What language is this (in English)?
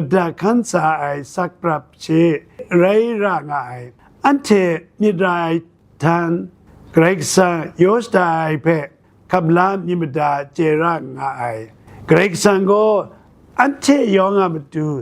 Kachin